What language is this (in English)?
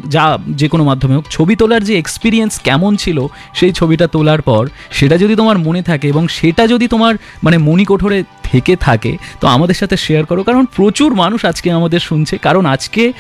Bangla